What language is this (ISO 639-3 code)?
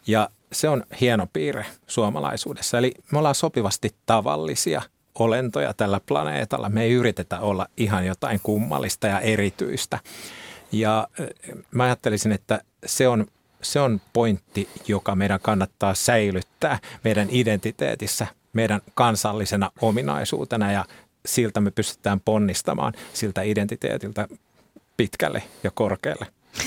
fin